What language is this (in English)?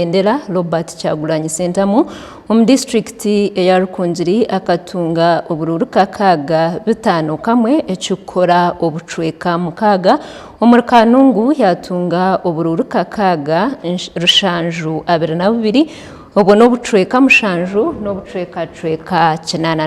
Nyankole